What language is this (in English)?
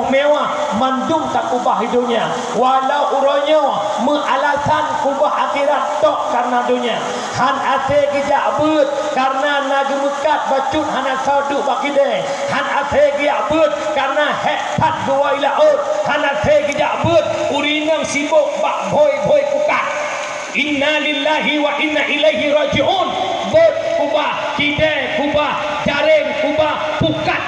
Achinese